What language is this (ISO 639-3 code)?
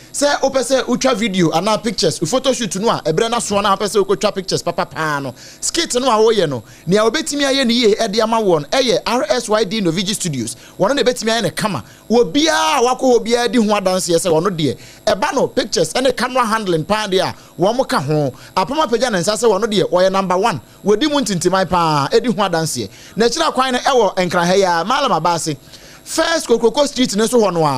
aka